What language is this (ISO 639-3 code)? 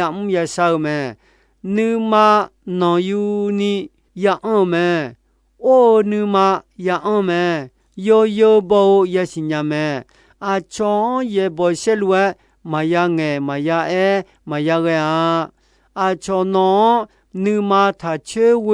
ahk